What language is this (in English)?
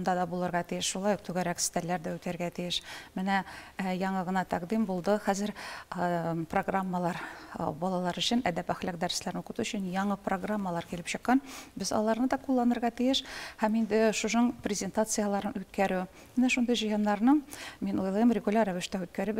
Tatar